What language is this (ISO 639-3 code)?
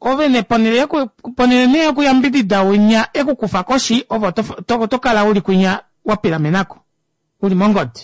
kua